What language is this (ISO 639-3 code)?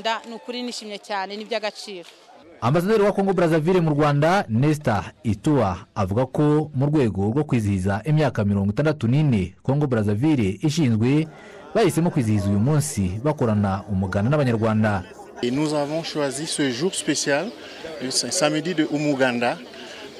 kin